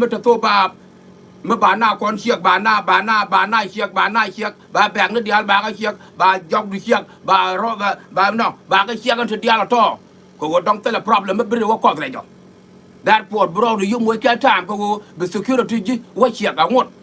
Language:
Nuer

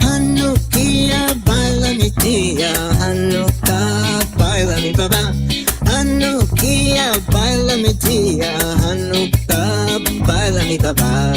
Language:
Ladino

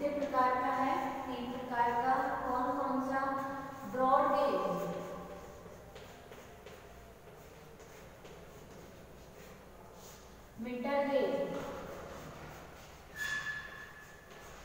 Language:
Hindi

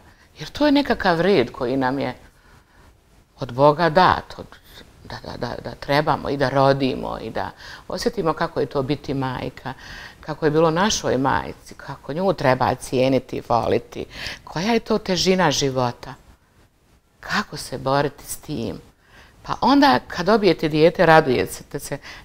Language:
Bosnian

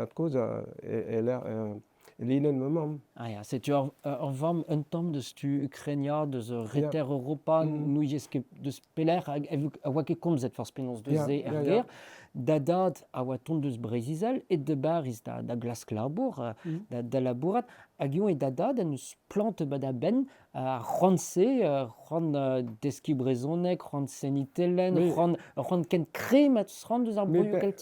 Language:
Breton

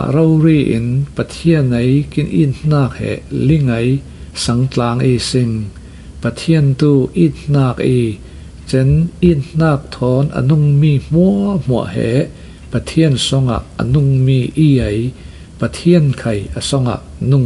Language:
Falam Chin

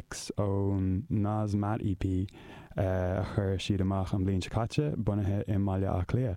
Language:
Irish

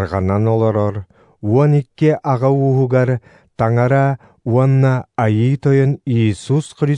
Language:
Yakut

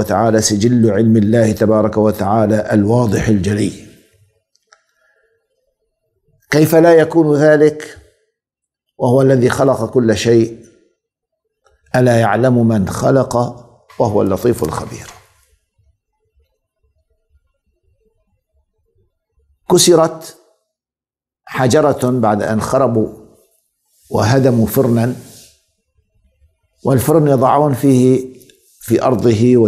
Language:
Arabic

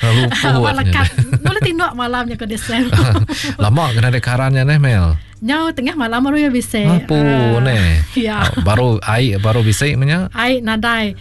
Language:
Iban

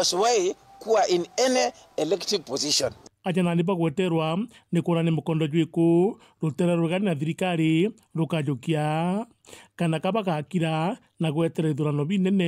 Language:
Meru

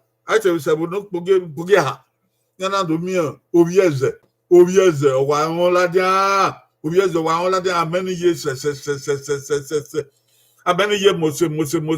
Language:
Bini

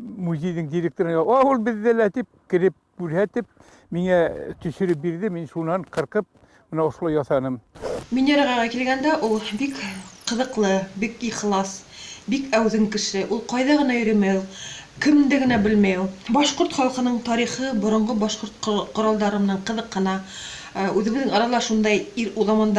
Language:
Bashkir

